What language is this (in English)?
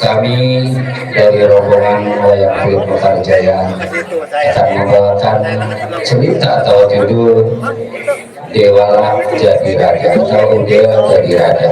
Betawi